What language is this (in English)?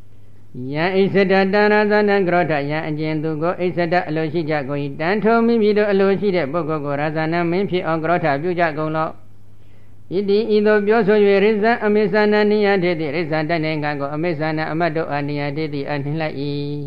Burmese